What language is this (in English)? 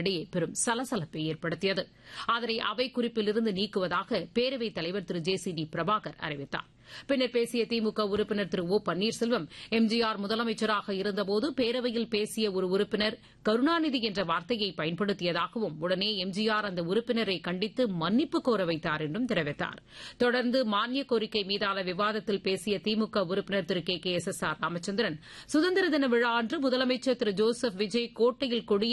Tamil